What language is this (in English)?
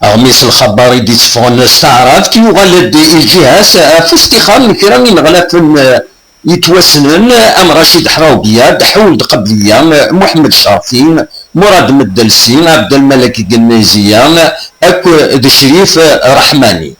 Kabyle